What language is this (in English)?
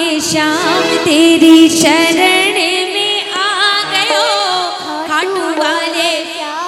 Hindi